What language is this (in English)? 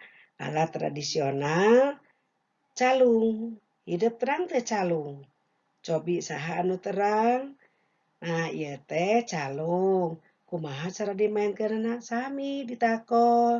Sundanese